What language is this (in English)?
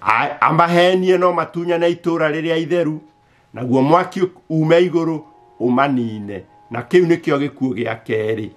Kikuyu